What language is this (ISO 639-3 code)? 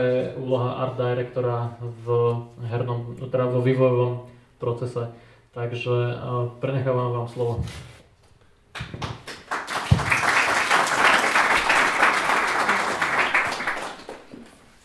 slk